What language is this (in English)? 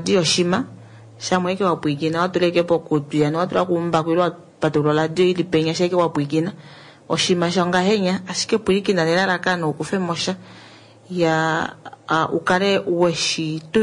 Kuanyama